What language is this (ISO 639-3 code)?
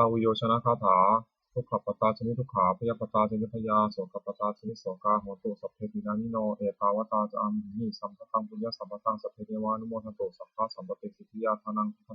pli